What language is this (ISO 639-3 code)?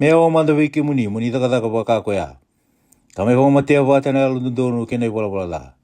fij